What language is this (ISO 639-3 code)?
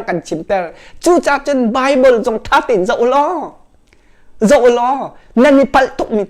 cnh